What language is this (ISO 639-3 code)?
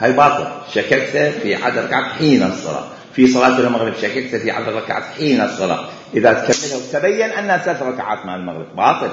acm